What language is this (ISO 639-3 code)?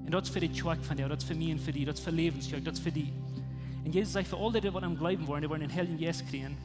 pdt